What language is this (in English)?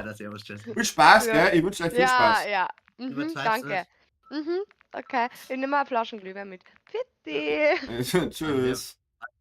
Bavarian